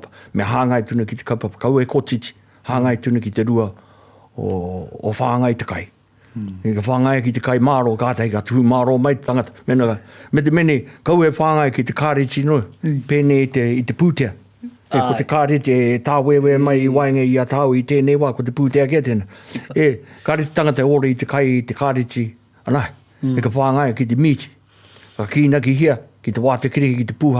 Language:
Māori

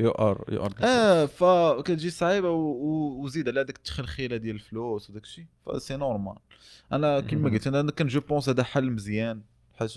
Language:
Moroccan Arabic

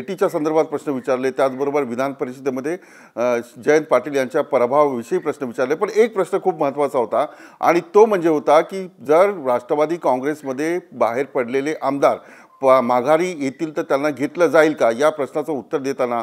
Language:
Marathi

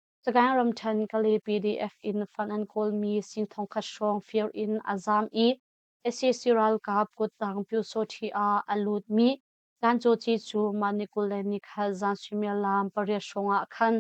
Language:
Hakha Chin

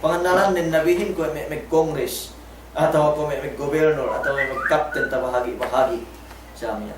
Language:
Yakan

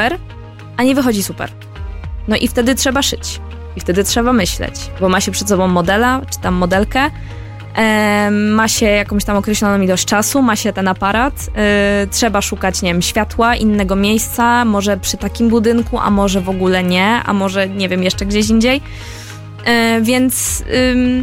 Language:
Polish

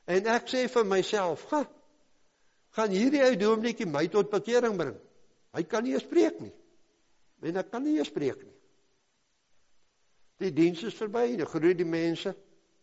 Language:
Afrikaans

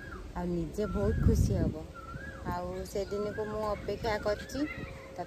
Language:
Odia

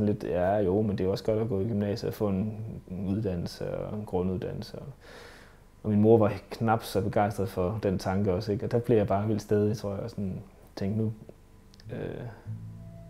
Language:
Danish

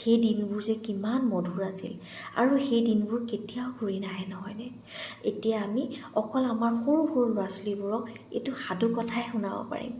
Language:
Assamese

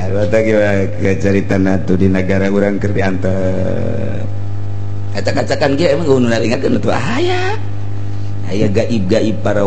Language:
Sundanese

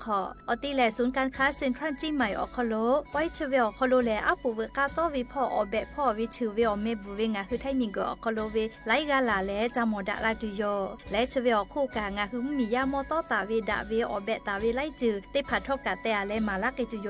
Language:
Lahu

